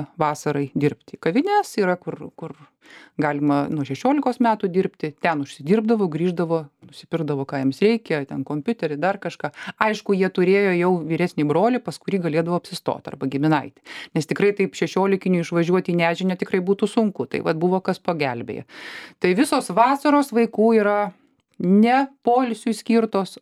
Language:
Lithuanian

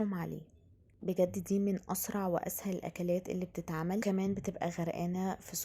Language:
Egyptian Arabic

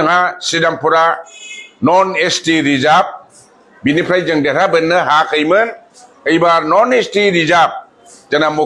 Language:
Bodo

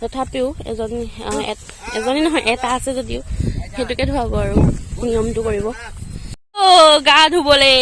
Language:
Assamese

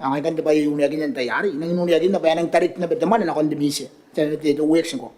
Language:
Gilbertese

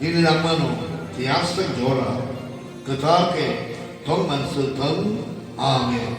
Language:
Kok Borok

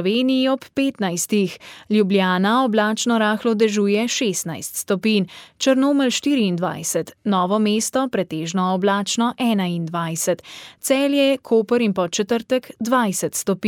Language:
Slovenian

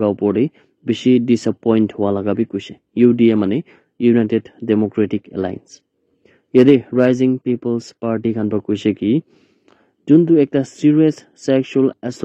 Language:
Naga Pidgin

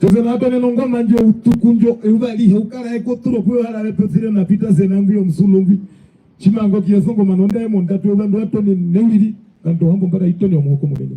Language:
Herero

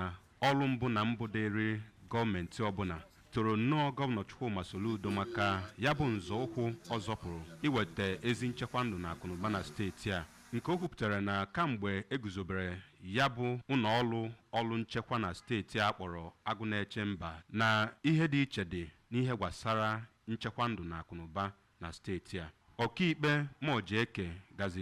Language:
Igbo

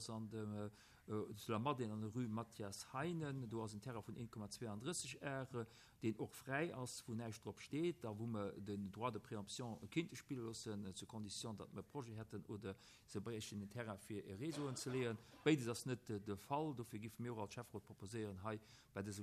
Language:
Luxembourgish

